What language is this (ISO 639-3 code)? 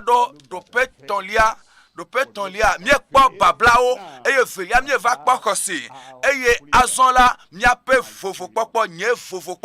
ewe